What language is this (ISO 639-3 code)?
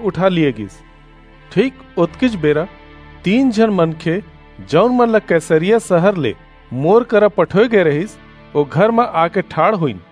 hne